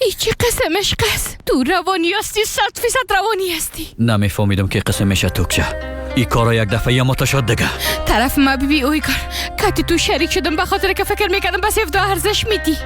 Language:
Persian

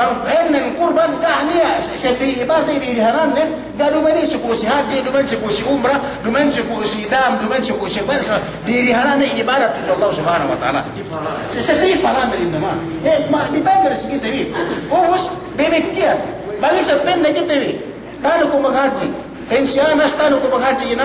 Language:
Yakan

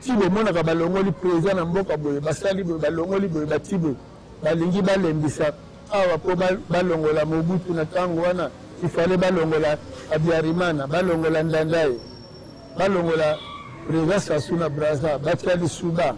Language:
Lingala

